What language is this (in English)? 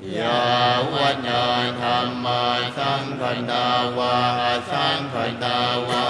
Pali